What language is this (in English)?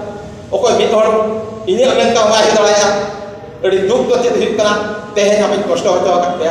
Santali